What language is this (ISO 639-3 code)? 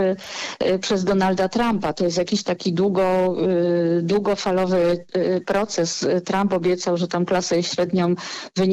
pol